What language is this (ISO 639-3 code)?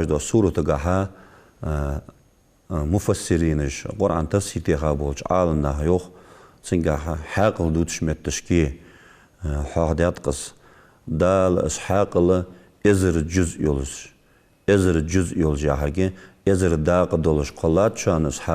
inh